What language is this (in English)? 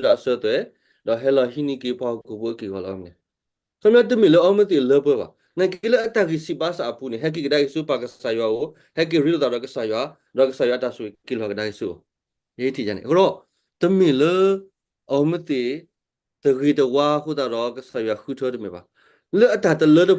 S'gaw Karen